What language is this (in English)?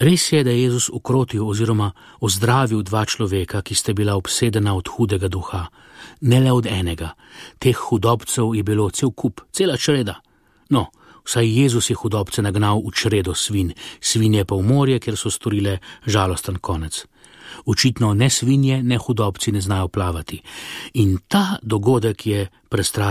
Slovenian